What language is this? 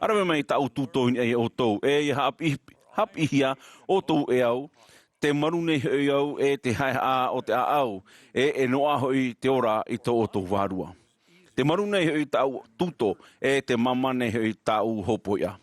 Tahitian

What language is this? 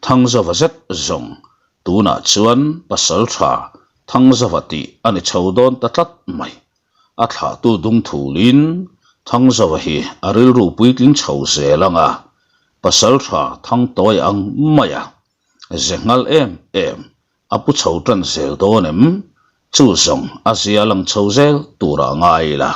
Mizo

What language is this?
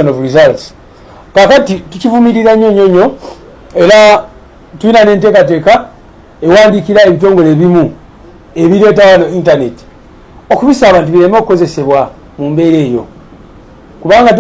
Ganda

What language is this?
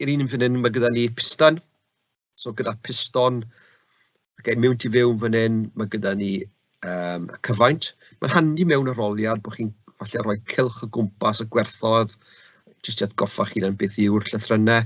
Welsh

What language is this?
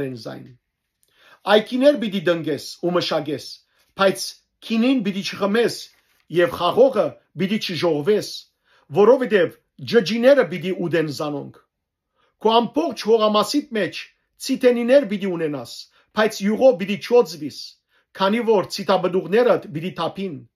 Western Armenian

